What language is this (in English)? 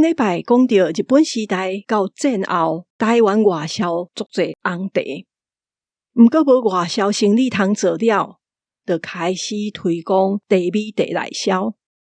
Min Nan Chinese